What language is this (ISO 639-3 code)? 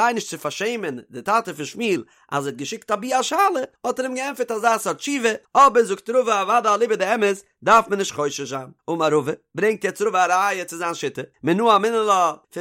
yid